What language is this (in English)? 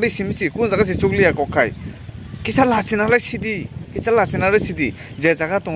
Kok Borok